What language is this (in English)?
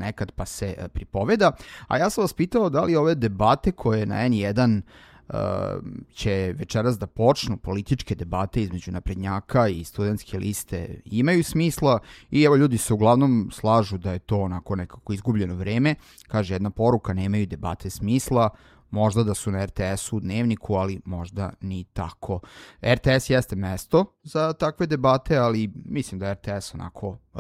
Serbian